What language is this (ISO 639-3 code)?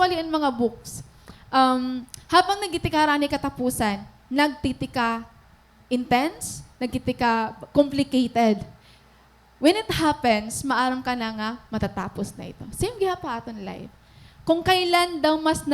war